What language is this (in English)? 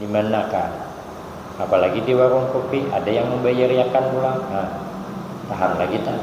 Banjar